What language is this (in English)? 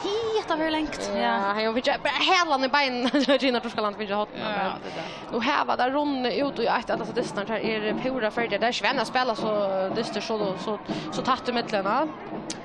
Faroese